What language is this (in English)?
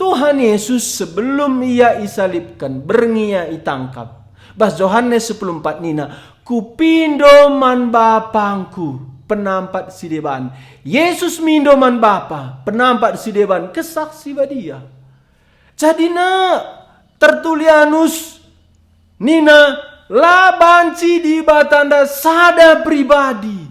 Batak Karo